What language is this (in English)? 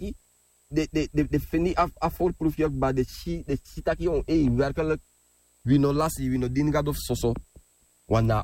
Sranan Tongo